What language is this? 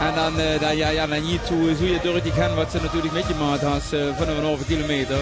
Limburgish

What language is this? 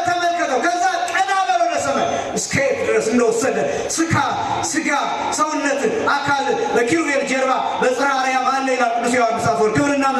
Amharic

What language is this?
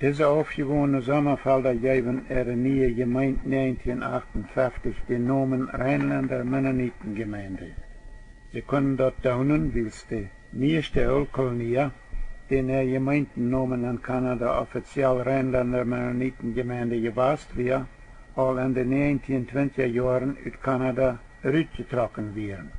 Plautdietsch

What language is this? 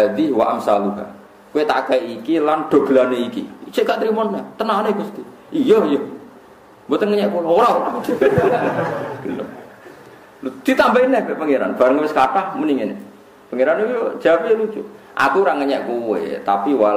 Javanese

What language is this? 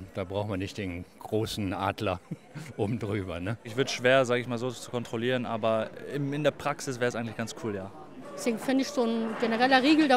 German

